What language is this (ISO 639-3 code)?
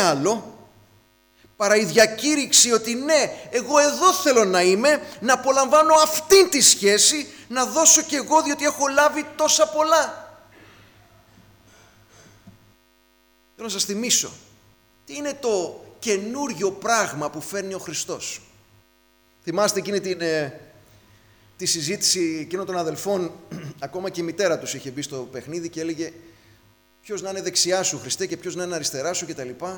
ell